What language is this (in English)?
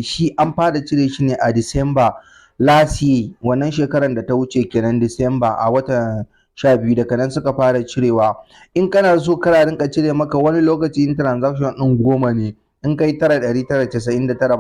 Hausa